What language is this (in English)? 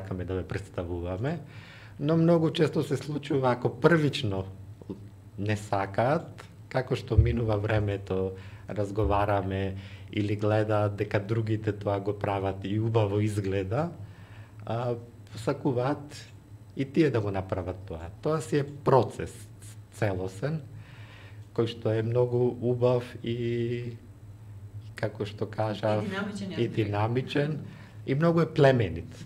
Macedonian